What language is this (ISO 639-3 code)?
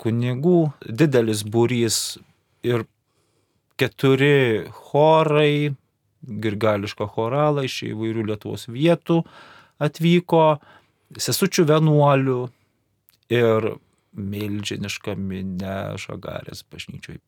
lit